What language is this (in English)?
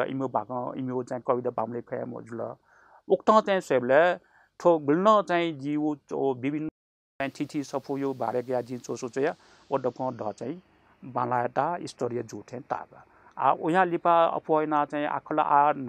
Newari